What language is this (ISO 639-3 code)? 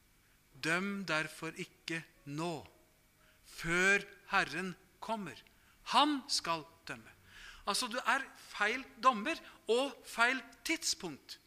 nor